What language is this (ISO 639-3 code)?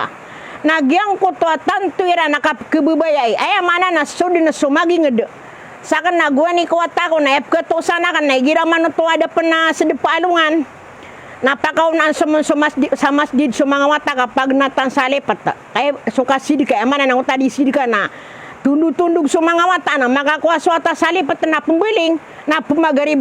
mrw